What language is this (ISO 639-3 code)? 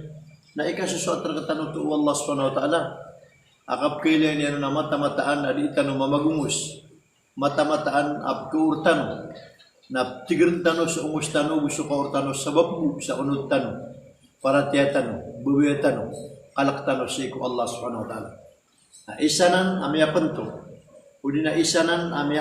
mrw